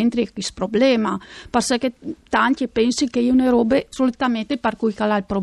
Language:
Friulian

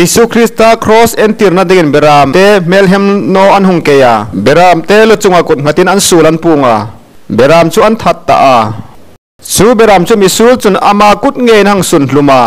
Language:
Hmar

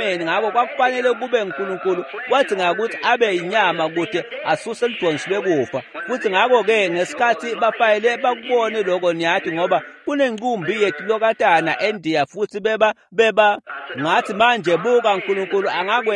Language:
Swati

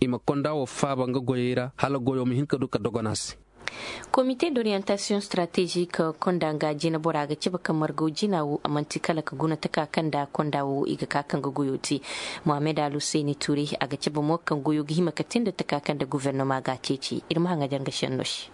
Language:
Zarma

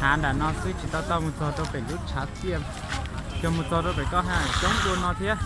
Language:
Hmong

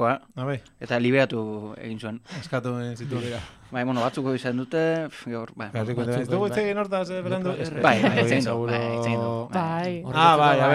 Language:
Basque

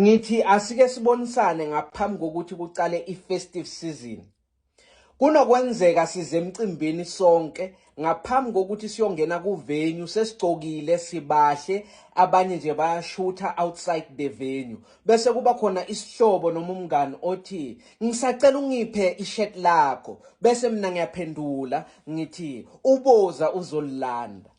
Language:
Zulu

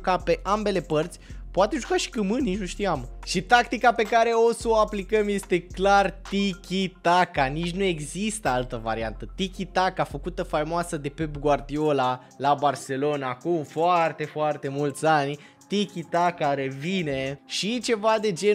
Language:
Romanian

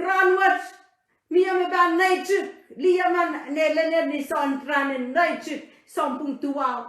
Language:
Pohnpeian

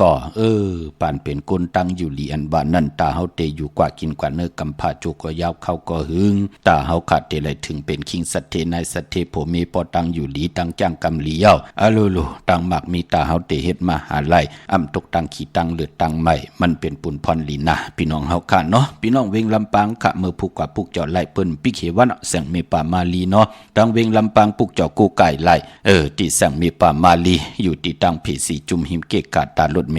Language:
Shan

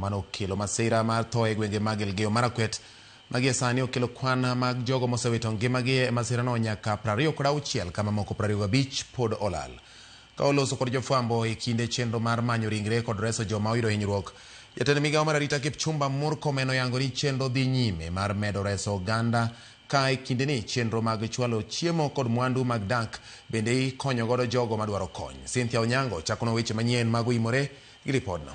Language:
Luo (Kenya and Tanzania)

